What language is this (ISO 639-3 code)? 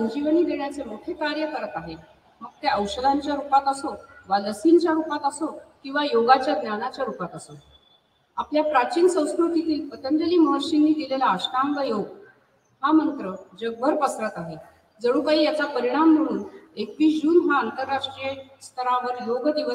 mar